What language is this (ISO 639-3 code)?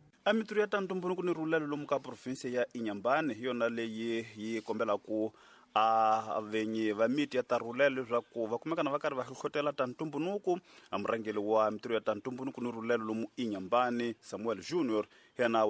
tso